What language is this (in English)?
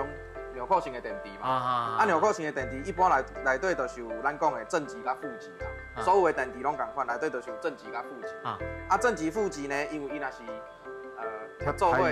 Min Nan Chinese